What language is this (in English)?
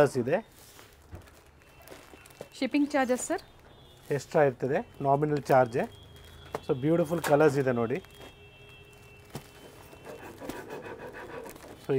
Kannada